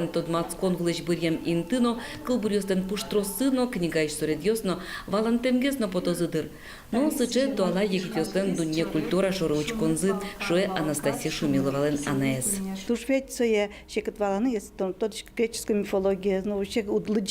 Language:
Udmurt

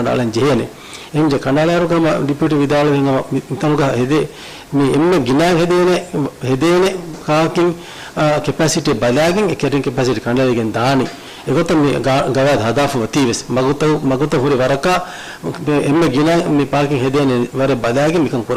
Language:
Divehi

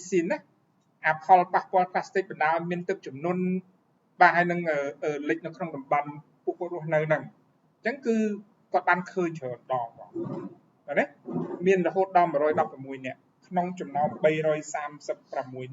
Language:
Khmer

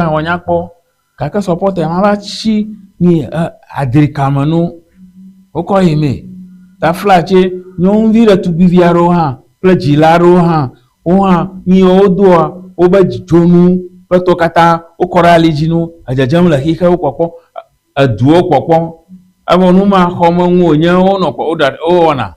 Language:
Ewe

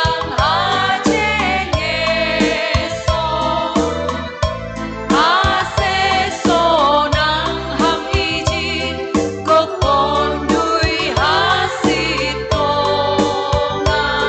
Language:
Batak Simalungun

